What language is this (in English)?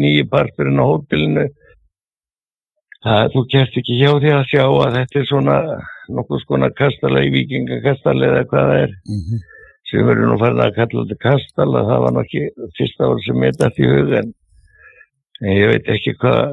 Icelandic